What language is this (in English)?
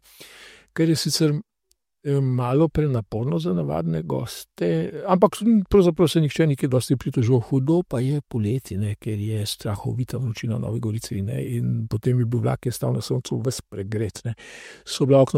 Slovenian